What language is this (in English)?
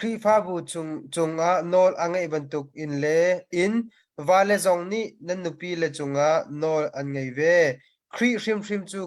Hakha Chin